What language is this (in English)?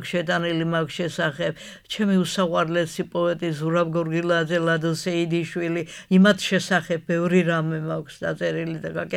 Georgian